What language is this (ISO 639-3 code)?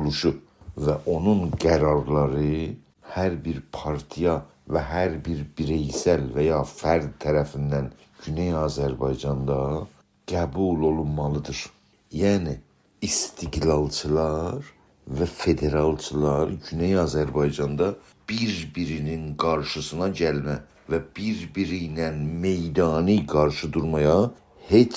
azb